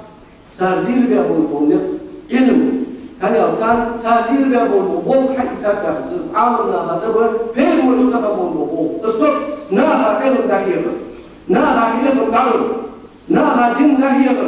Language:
Ingush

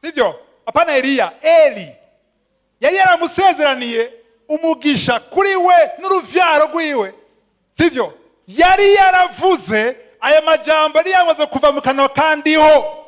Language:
Rundi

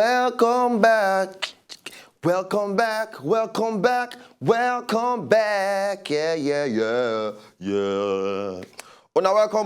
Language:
Nigerian Pidgin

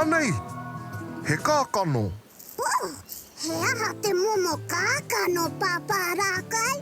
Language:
Māori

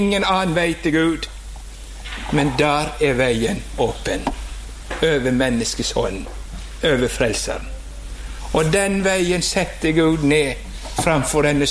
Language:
Norwegian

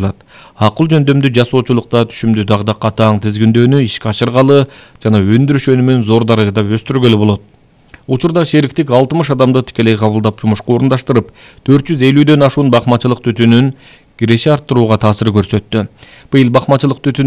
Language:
Kyrgyz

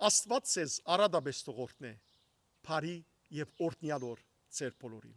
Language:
Western Armenian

